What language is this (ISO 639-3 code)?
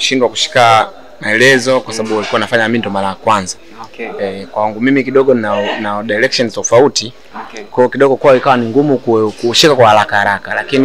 swa